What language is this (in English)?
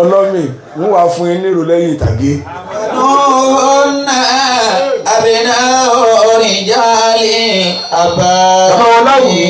Yoruba